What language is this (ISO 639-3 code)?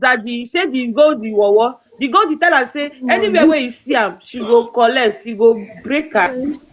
pcm